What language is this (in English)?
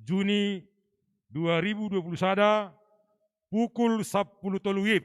Batak Simalungun